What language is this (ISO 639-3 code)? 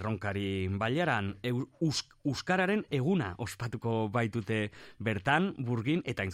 eus